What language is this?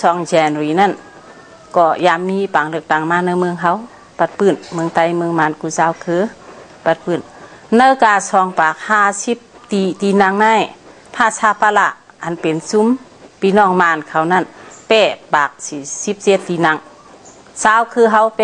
Shan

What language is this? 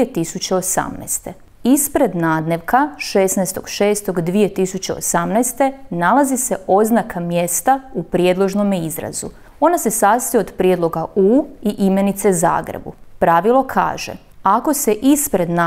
Croatian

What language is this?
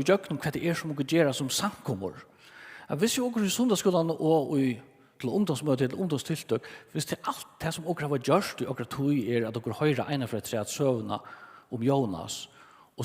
Faroese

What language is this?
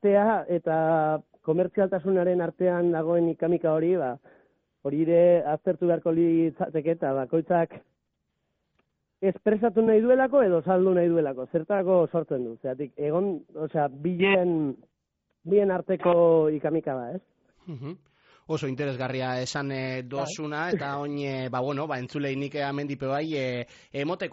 Basque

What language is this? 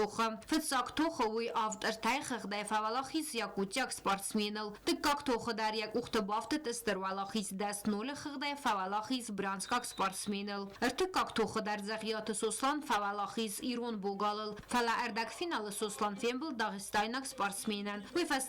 Ossetic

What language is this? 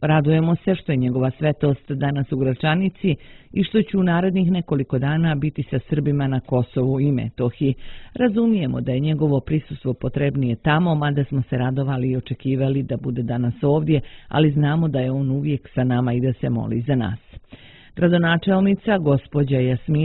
Serbian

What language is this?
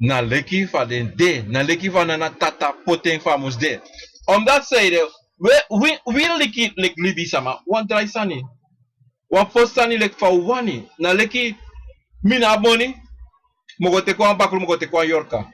Sranan Tongo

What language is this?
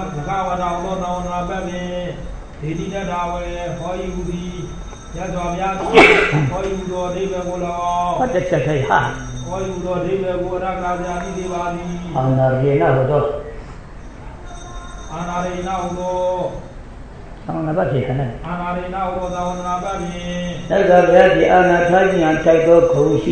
Burmese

